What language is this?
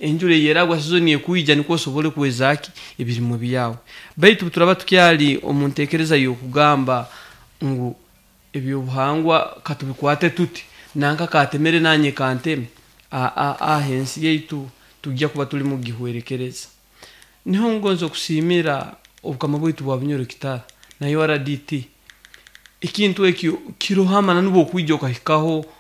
Nyoro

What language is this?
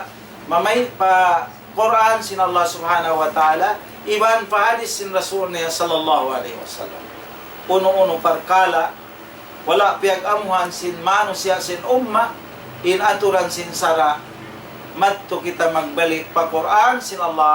Tausug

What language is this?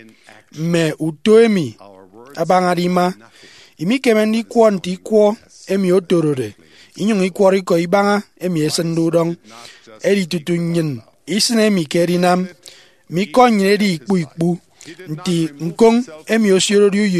Efik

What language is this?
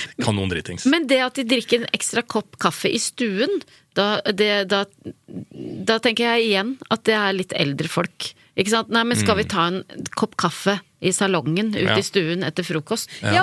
Norwegian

